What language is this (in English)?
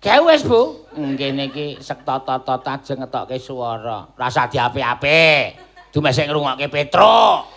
Javanese